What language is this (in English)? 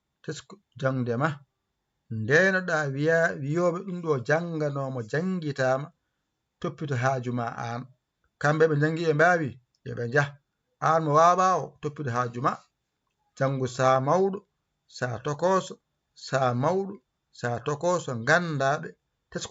Fula